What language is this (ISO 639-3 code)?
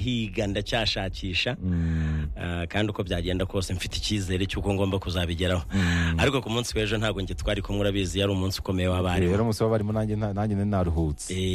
kin